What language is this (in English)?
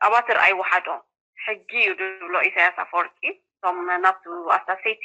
Tigrinya